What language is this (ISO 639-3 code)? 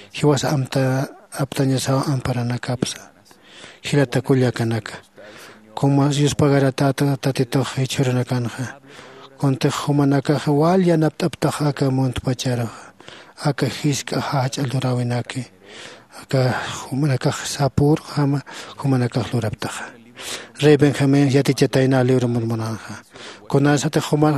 aym